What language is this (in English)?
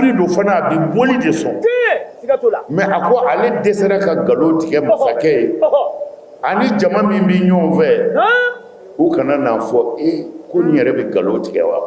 Bambara